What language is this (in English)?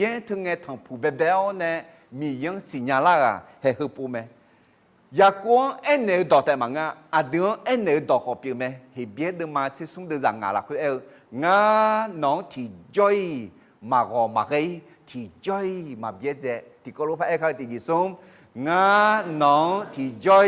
Akha